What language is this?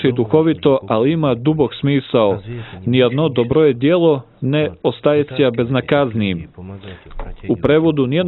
Bosnian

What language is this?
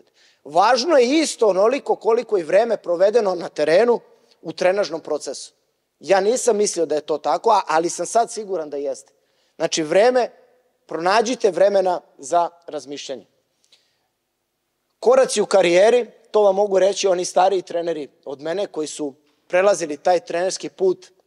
Serbian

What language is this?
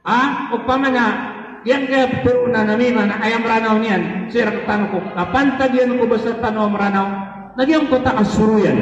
Maranao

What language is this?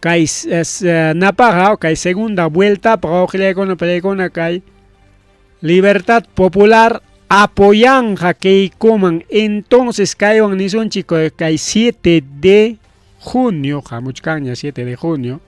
Ayacucho Quechua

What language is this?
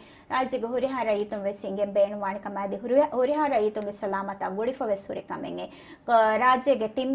Divehi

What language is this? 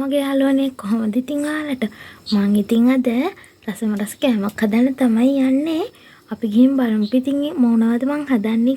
Sinhala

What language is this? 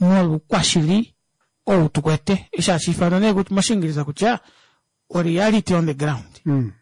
Kuanyama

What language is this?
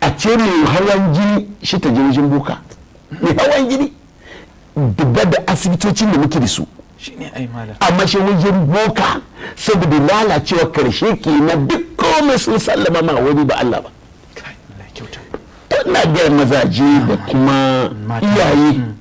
Hausa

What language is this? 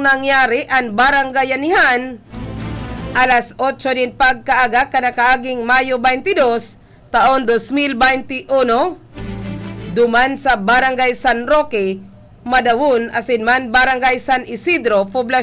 Bikol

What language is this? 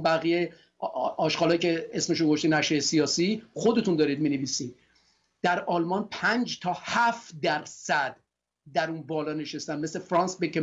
Persian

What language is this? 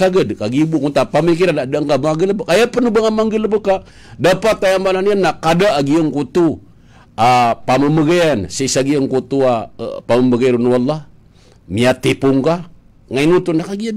Maranao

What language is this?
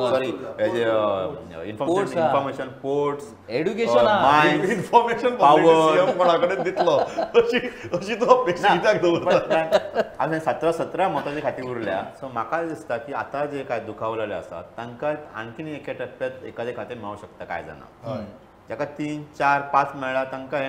Konkani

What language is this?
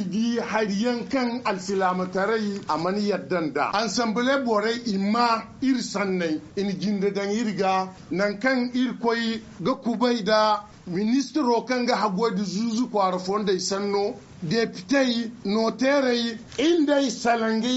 Zarma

